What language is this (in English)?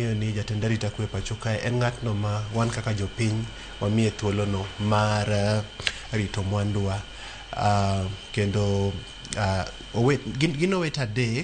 Luo (Kenya and Tanzania)